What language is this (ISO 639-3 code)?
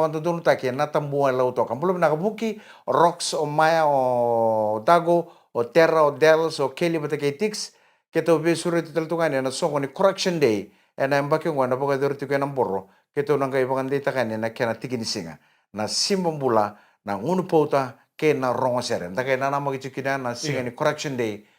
fij